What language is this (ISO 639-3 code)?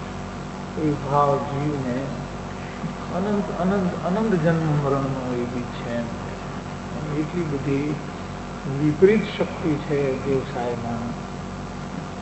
guj